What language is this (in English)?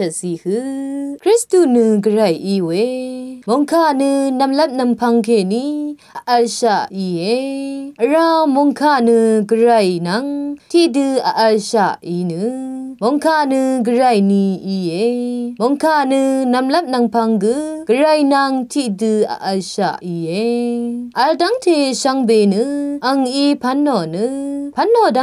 Rawang